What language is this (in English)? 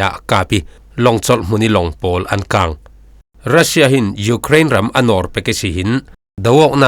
Falam Chin